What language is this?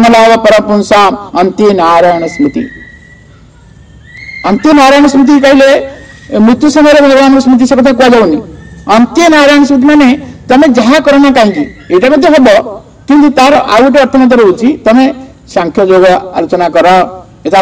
Odia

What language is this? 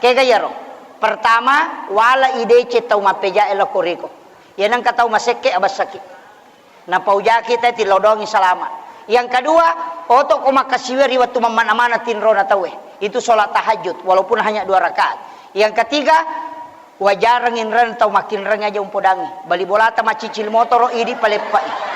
Buginese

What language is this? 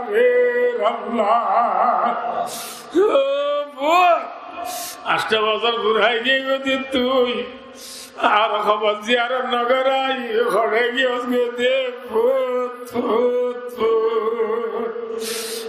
Rohingya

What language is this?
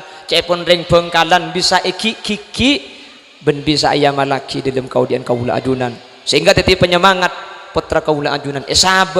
Madurese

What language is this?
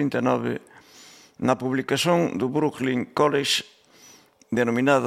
Galician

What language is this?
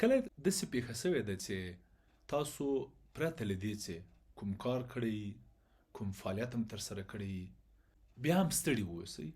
Pashto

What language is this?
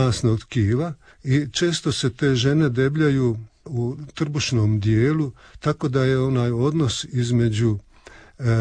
Croatian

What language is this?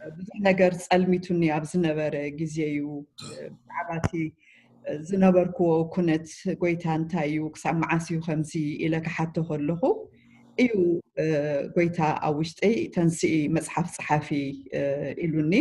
Tigrinya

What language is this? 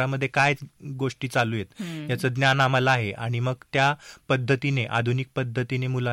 Marathi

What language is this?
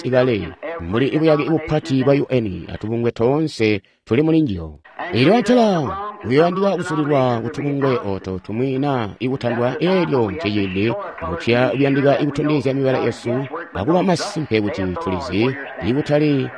Tonga (Zambia)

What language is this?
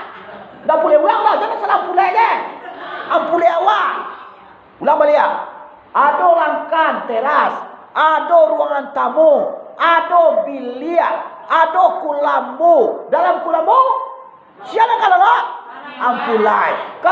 Minangkabau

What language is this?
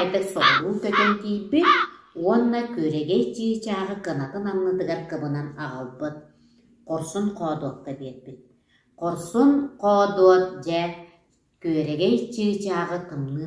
Yakut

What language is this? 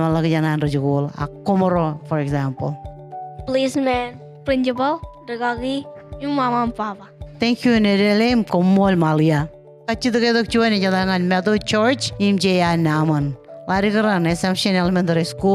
Marshallese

